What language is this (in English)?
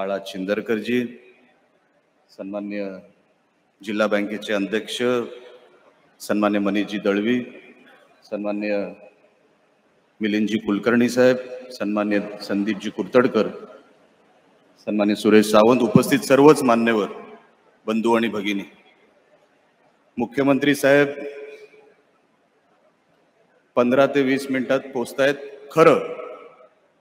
Marathi